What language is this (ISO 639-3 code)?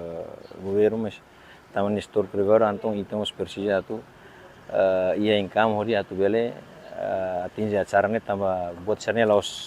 tet